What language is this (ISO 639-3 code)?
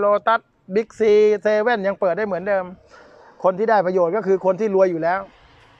tha